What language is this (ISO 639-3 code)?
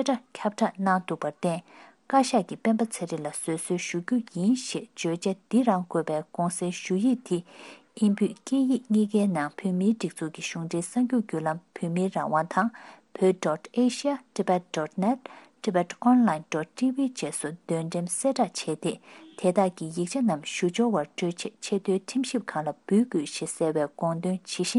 bod